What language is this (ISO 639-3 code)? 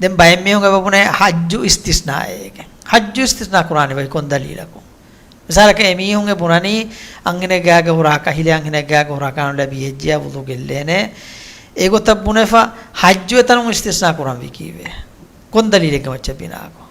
div